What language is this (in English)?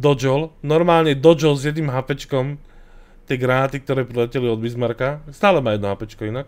Slovak